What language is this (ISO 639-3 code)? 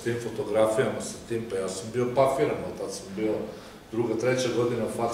srp